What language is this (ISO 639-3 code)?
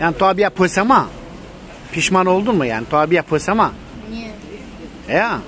zza